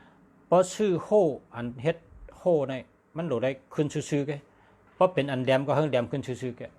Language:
Shan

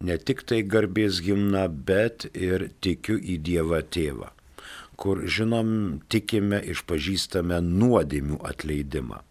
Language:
Lithuanian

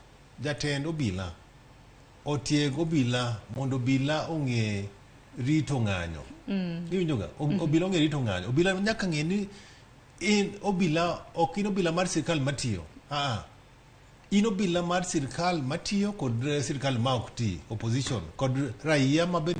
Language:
Luo (Kenya and Tanzania)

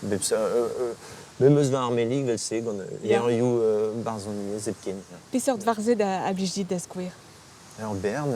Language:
Breton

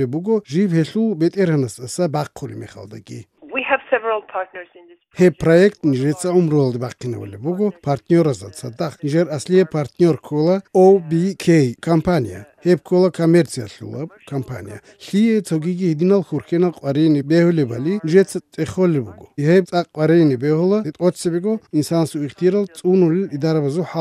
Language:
Georgian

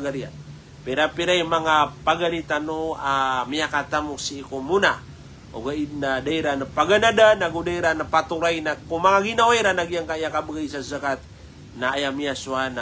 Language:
Maranao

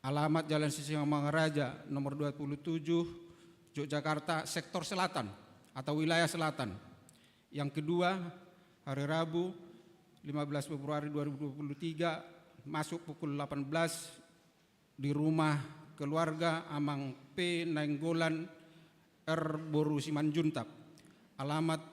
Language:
Batak Toba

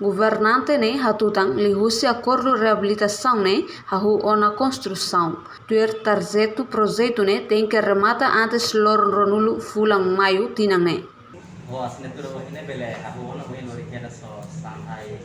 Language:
Tetum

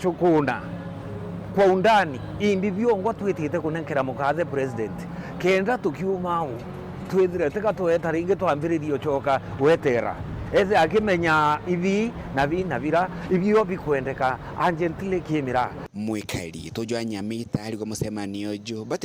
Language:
Meru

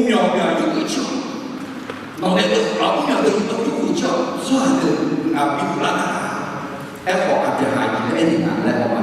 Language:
Akha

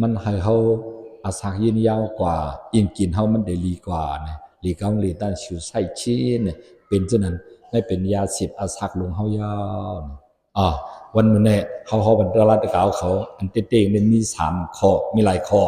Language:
Shan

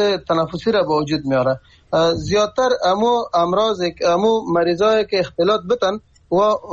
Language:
Persian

